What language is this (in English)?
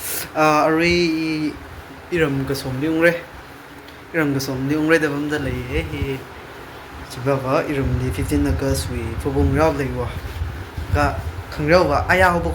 Tangkhul Naga (India)